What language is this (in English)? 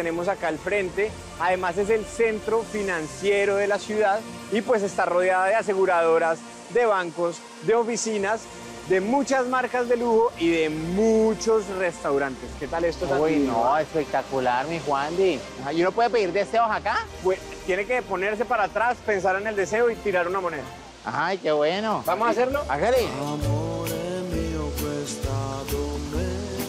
Spanish